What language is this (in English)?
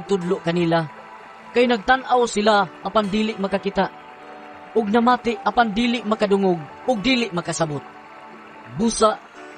Cebuano